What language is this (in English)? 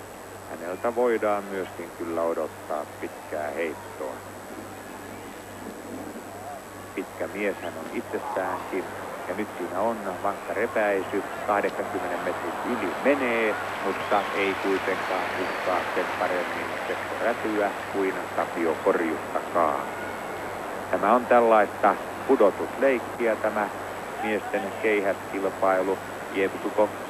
Finnish